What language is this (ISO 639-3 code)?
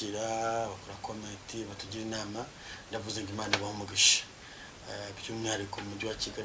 kin